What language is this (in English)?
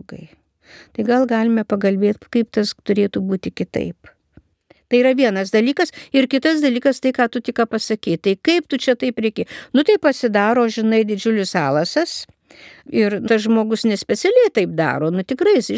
Lithuanian